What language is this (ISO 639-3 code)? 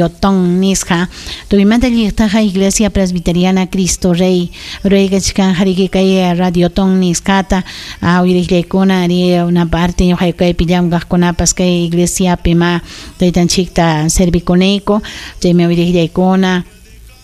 quy